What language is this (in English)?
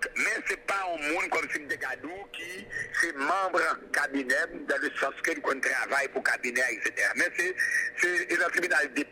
Haitian Creole